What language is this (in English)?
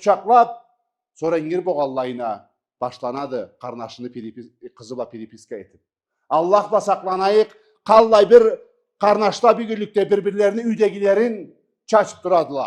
Karachay-Balkar